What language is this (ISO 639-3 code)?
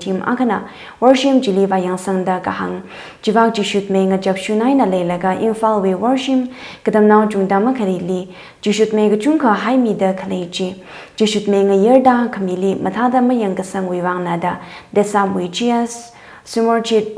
nmf